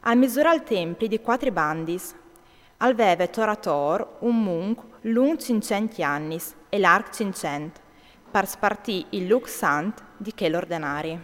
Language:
Friulian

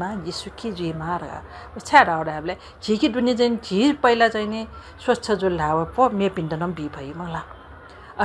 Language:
Newari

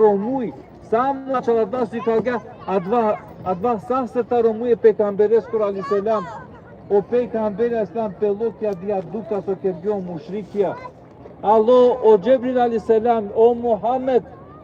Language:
Balkan Romani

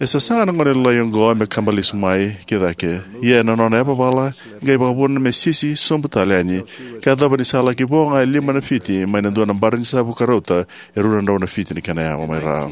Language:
Fijian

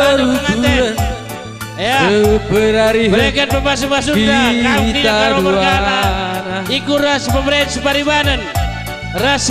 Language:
Batak Karo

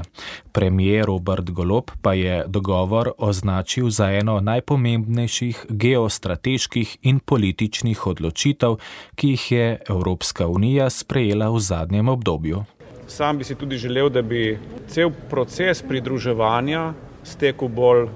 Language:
Slovenian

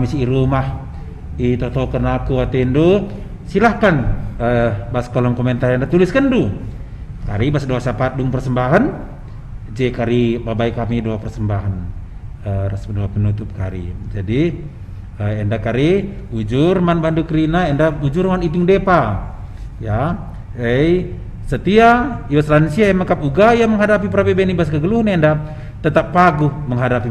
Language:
Batak Karo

